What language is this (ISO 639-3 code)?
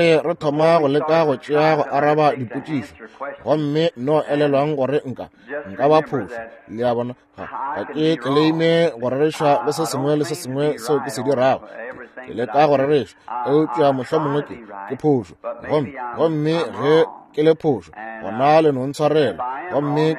nso